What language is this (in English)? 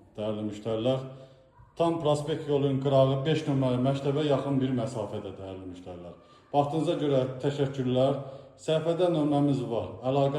Azerbaijani